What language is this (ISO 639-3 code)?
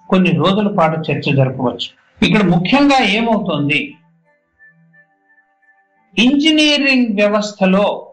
tel